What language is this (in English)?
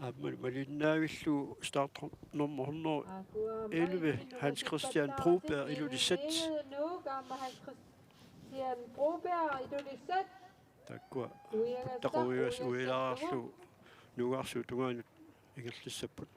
Kalaallisut